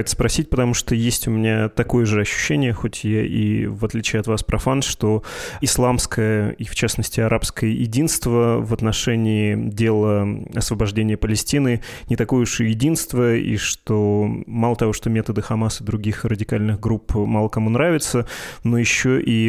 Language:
Russian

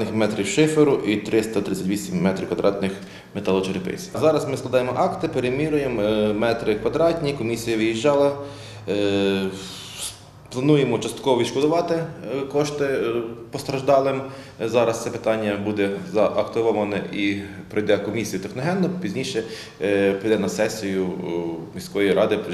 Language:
Ukrainian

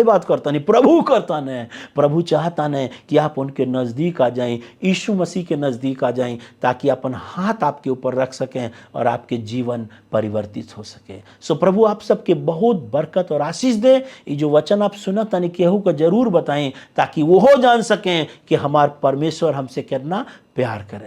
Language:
Bhojpuri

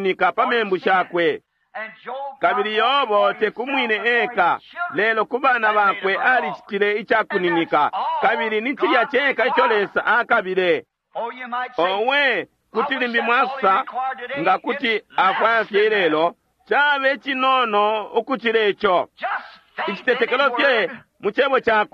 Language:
Bemba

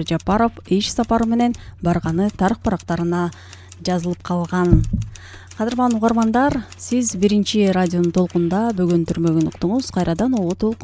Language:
Kyrgyz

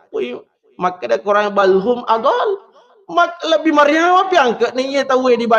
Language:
Buginese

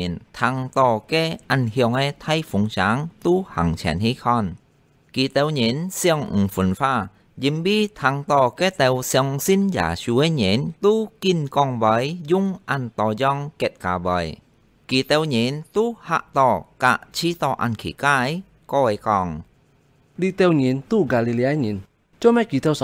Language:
Hakka Chinese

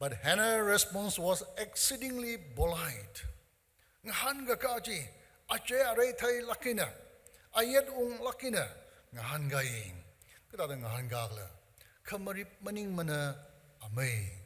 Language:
Tangkhul Naga (India)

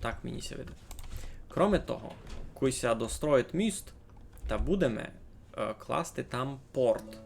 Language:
Rusyn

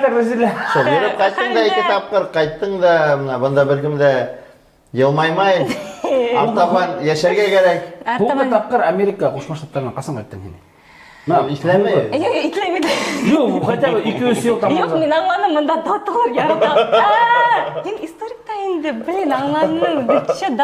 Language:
Bashkir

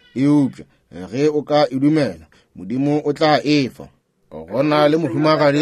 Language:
Northern Sotho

